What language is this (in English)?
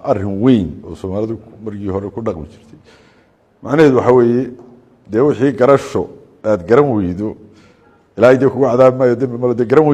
Somali